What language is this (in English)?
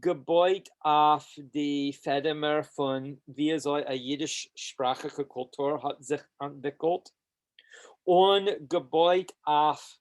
Yiddish